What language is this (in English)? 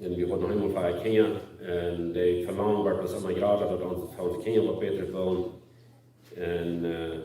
Plautdietsch